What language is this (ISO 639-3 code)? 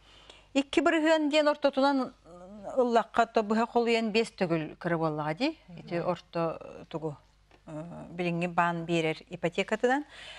sah